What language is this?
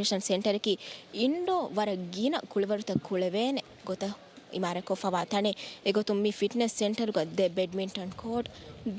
Divehi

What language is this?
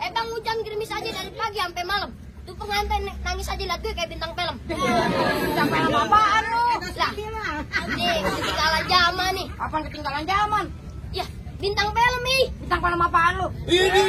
Betawi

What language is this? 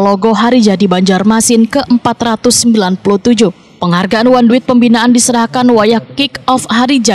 Banjar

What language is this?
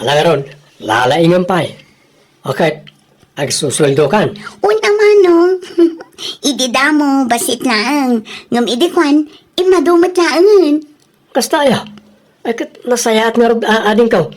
Iloko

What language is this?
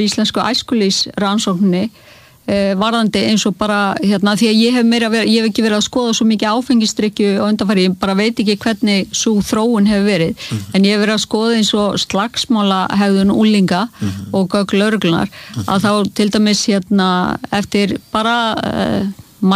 Icelandic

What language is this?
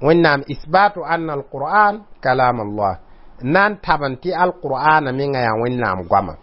Mossi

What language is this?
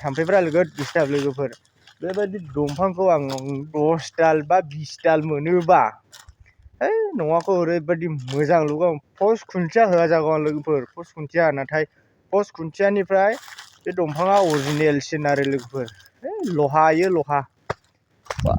Bodo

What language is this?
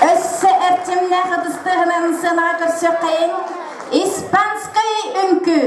Yakut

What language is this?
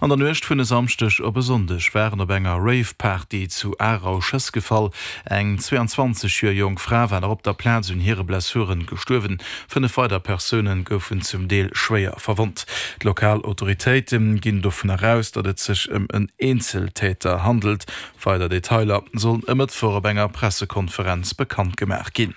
Luxembourgish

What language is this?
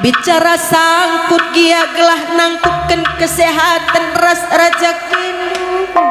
Batak Karo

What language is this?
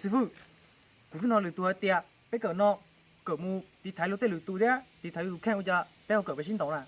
Hmong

